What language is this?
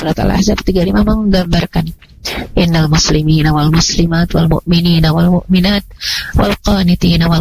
Indonesian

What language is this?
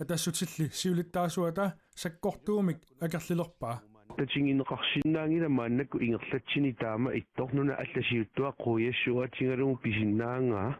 Kalaallisut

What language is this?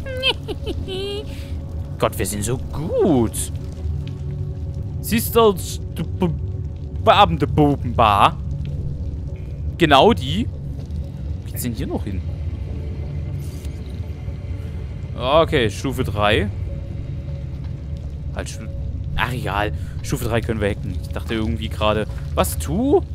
German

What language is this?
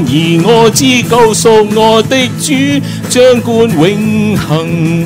Cantonese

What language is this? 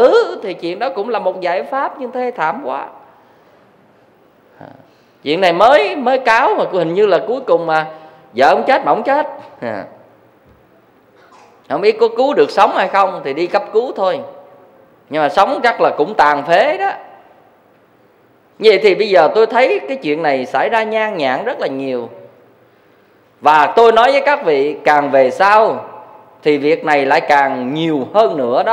Vietnamese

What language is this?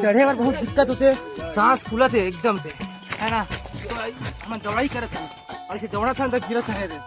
Chhattisgarhi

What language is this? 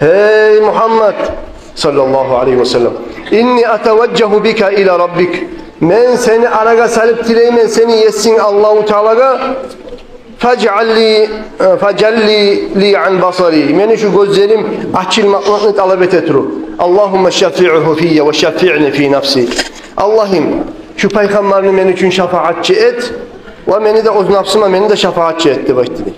Kumyk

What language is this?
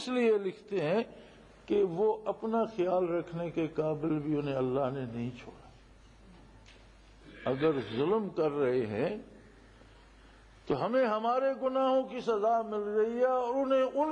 Urdu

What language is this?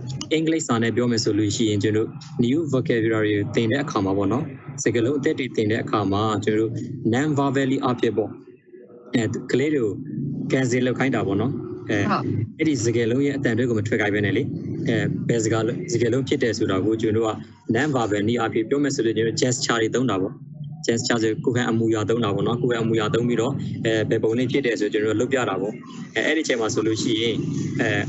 Burmese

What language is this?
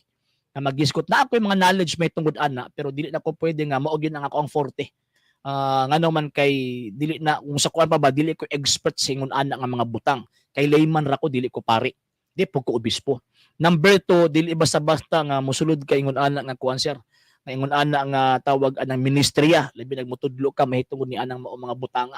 Cebuano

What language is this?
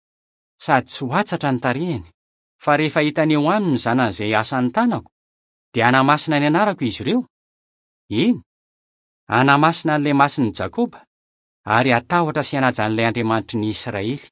Malagasy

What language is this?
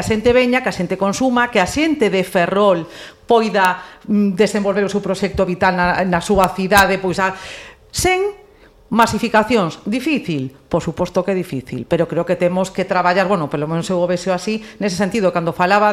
Galician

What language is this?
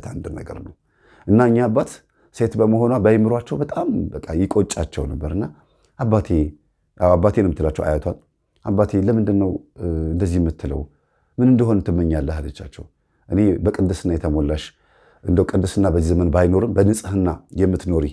Amharic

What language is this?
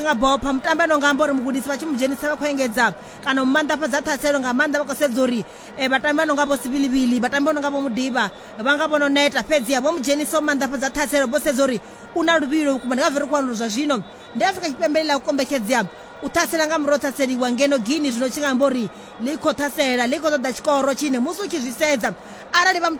Venda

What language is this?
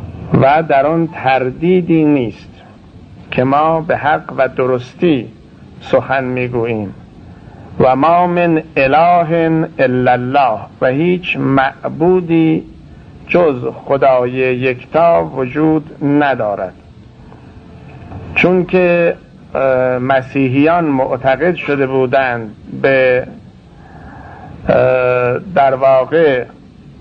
Persian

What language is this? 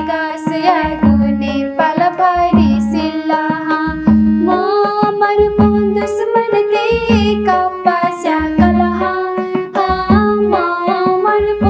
Newari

